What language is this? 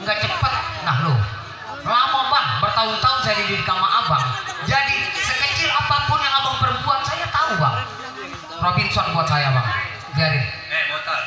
Betawi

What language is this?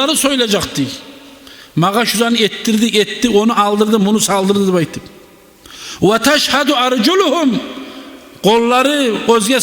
Kumyk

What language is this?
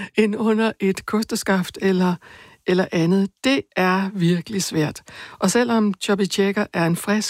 Danish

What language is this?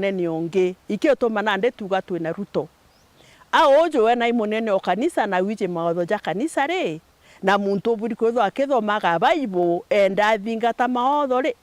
Meru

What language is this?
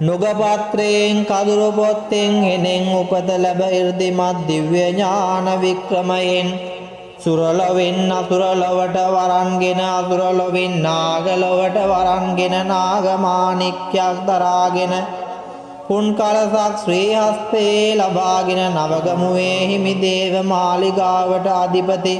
Sinhala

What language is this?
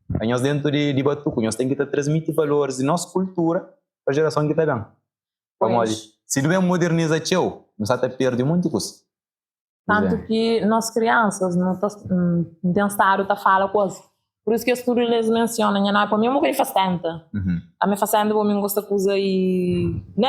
Kabuverdianu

